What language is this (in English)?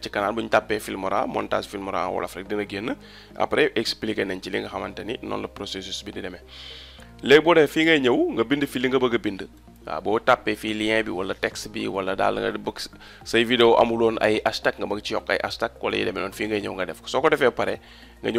Wolof